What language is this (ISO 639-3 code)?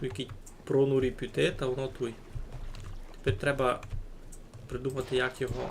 rue